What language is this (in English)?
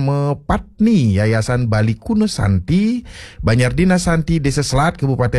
Balinese